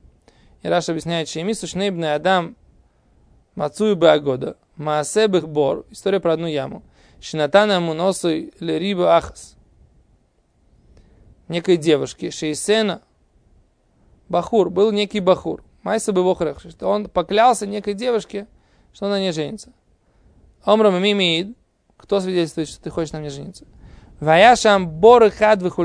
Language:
Russian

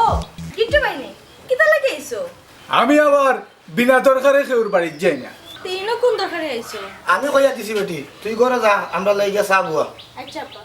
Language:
Sylheti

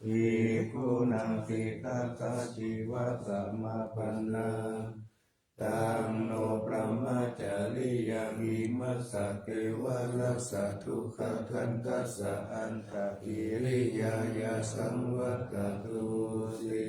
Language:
Pali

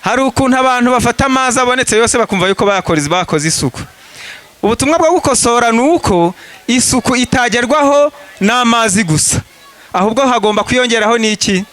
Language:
Kinyarwanda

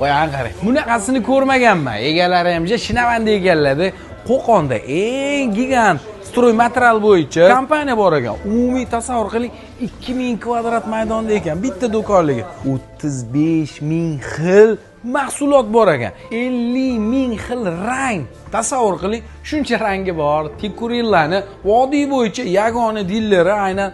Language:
Uzbek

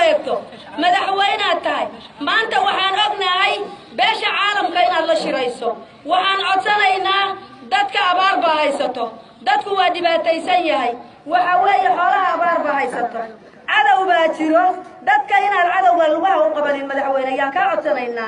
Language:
Somali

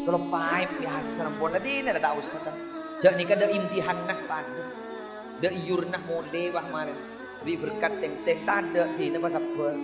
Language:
Madurese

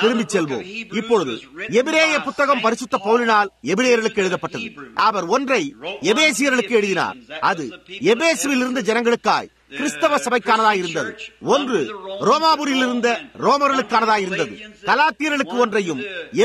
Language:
Tamil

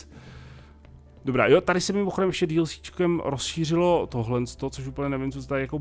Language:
Czech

